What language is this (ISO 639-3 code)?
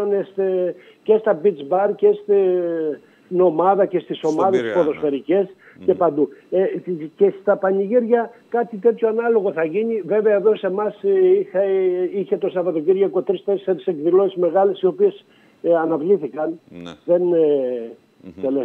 ell